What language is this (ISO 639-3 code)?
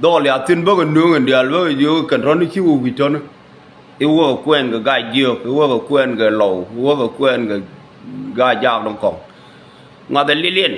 nus